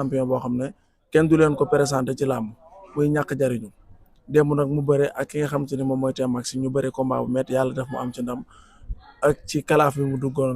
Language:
Wolof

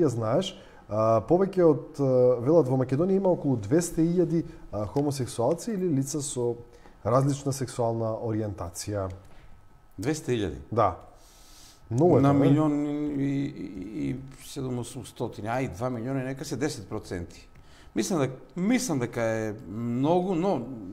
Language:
Macedonian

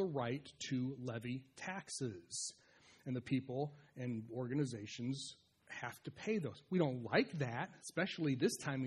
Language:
English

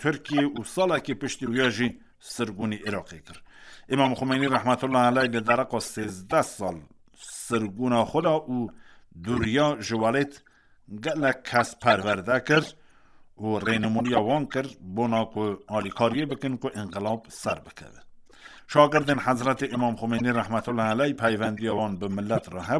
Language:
Kurdish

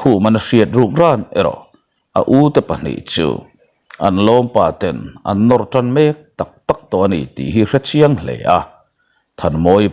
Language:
Mizo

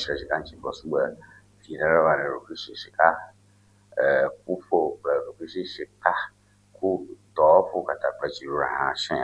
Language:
Ewe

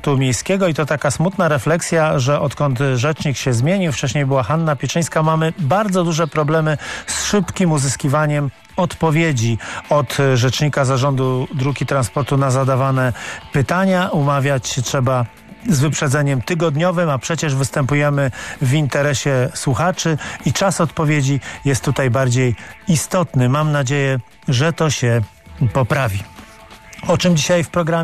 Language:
Polish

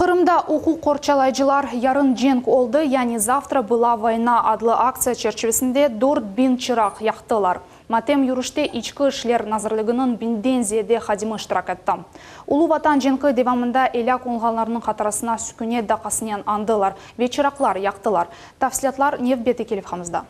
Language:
Crimean Tatar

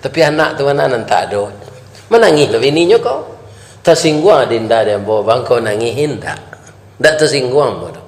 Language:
Minangkabau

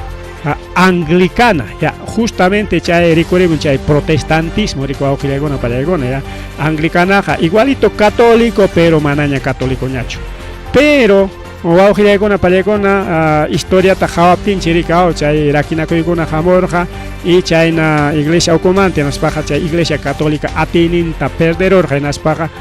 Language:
Ayacucho Quechua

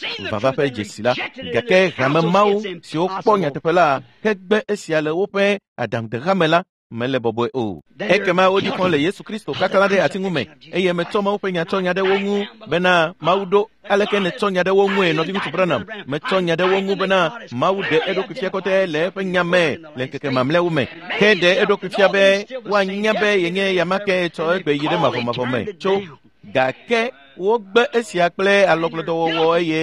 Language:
Ewe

